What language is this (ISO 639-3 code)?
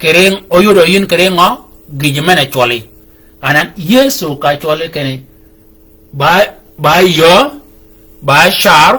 shk